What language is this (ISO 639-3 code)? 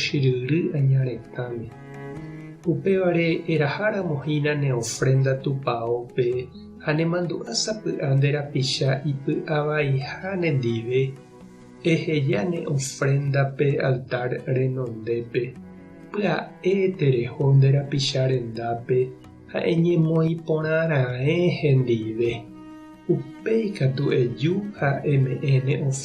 grn